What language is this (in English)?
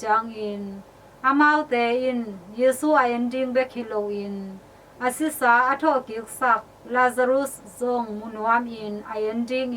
Tedim Chin